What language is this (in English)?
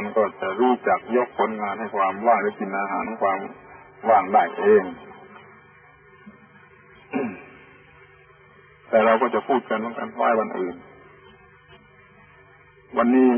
Thai